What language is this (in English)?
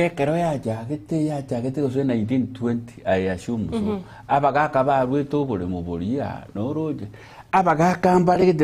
Gusii